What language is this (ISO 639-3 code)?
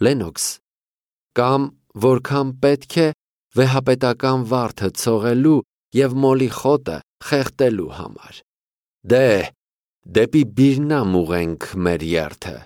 hye